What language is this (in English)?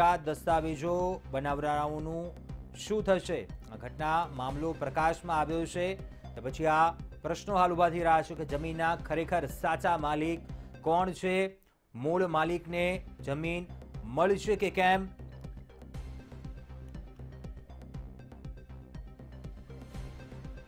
Gujarati